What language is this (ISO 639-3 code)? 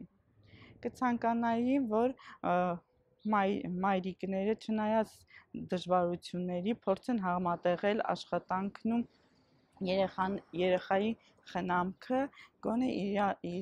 hye